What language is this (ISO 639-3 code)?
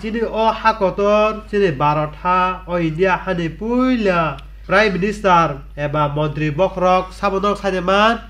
trp